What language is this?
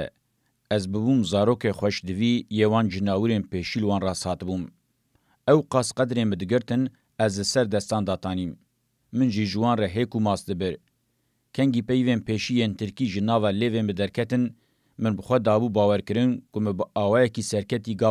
Kurdish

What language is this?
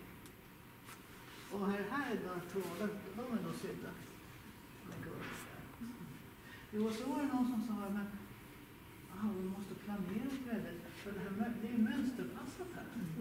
Swedish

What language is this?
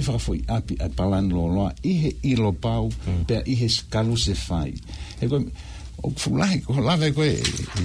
Tongan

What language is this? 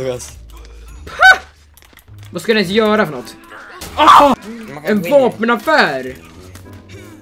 Swedish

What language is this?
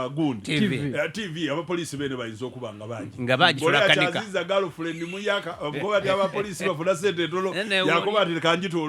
Ganda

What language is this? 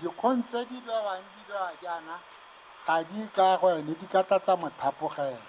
Tswana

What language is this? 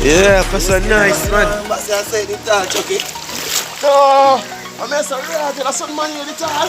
Jamaican Creole English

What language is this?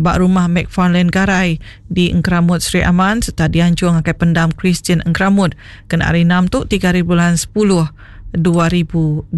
Iban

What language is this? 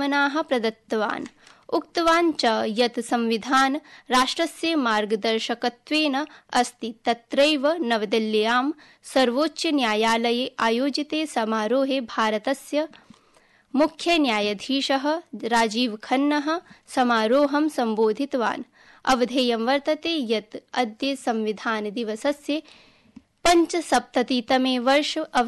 Sanskrit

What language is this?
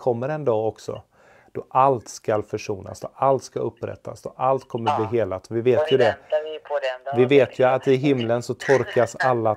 Swedish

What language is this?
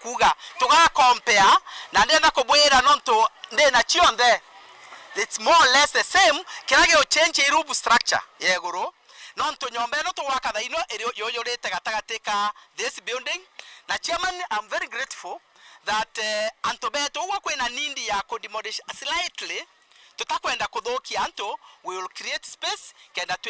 Meru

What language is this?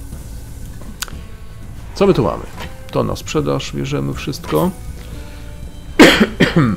Polish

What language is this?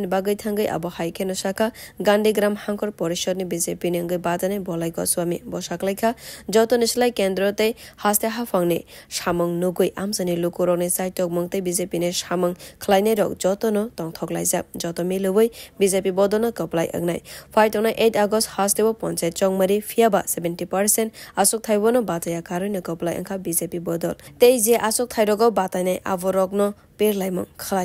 Kok Borok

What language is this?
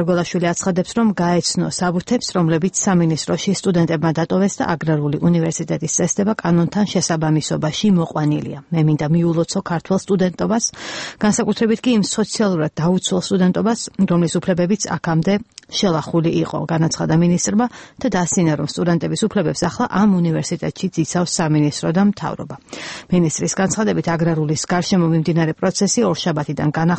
Georgian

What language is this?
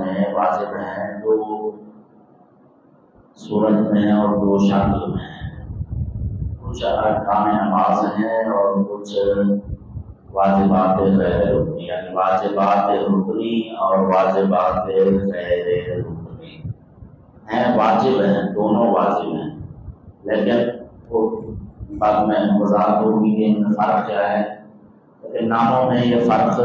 Urdu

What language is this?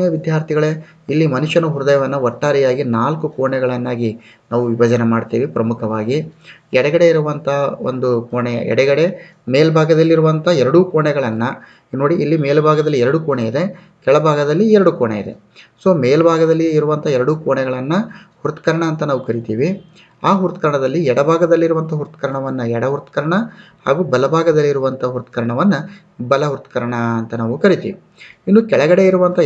Kannada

